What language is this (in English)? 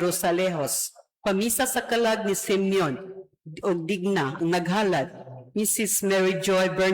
Cebuano